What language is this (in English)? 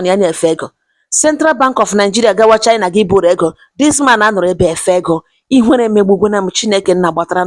Igbo